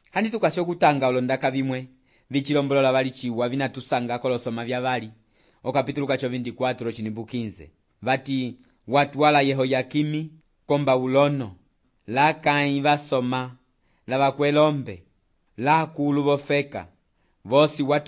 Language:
Umbundu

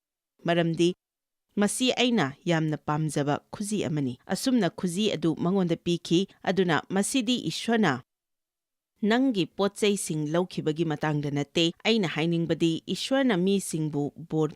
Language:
Manipuri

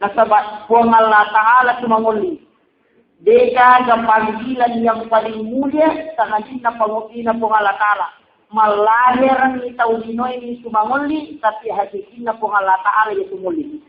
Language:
Buginese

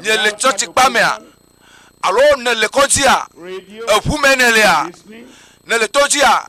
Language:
Ewe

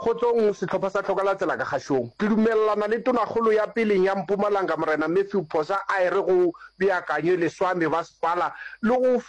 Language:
Northern Sotho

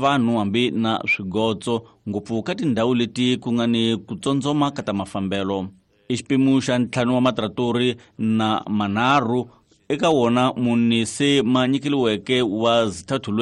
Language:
Tsonga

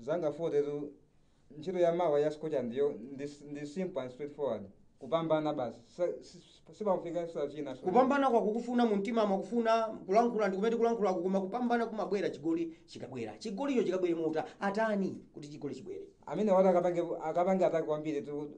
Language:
Nyanja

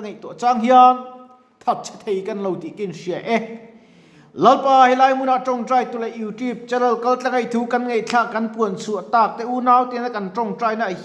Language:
Mizo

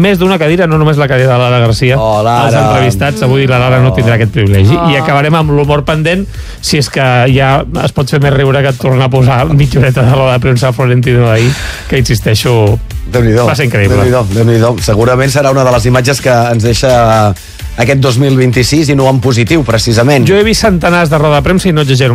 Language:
Catalan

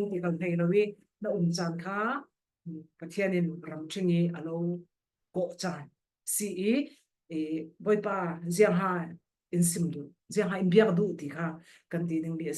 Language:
Falam Chin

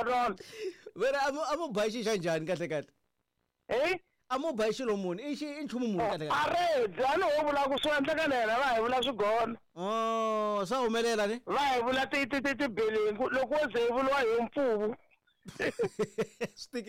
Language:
Tsonga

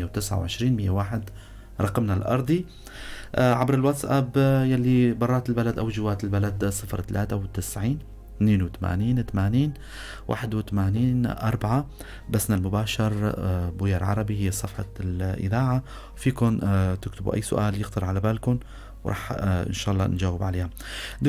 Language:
North Levantine Arabic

